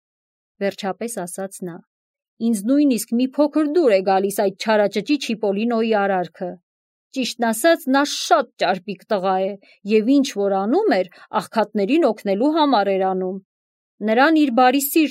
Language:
Armenian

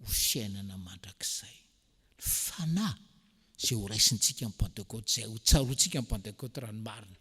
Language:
Malagasy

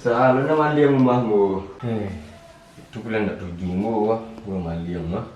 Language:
Minangkabau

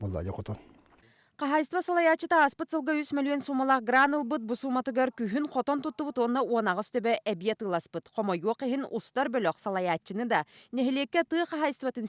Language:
Yakut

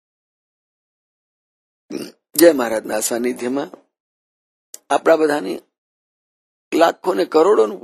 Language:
Gujarati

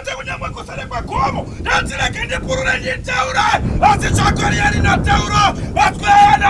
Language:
Shona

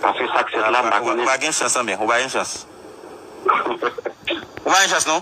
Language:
Haitian Creole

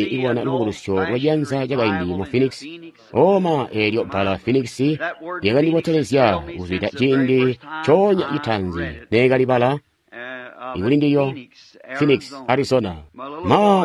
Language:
Tonga (Zambia)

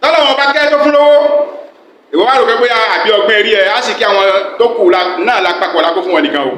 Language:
Yoruba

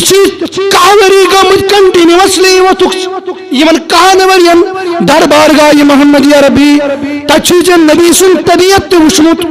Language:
Kashmiri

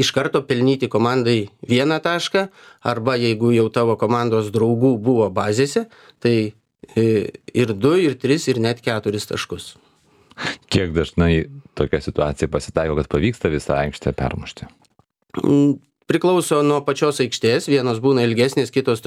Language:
Lithuanian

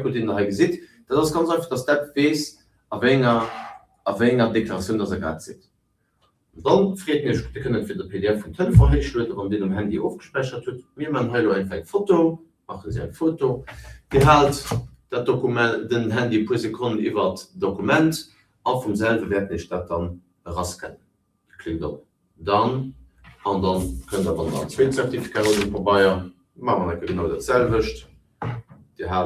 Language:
Luxembourgish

